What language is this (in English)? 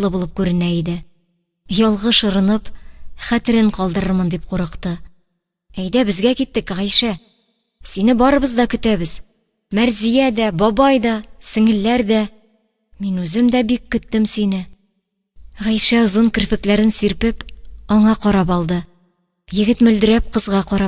Tatar